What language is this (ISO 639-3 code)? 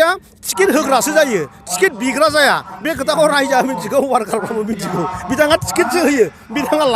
brx